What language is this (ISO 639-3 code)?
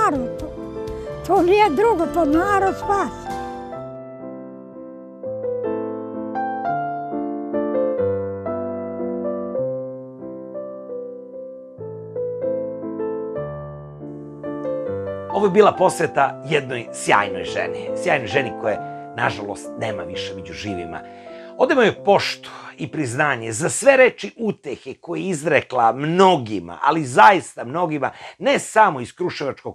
srp